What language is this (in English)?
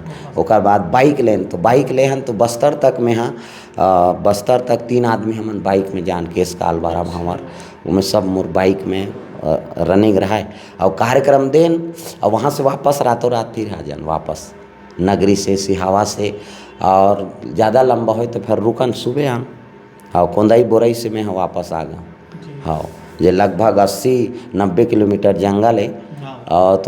Chhattisgarhi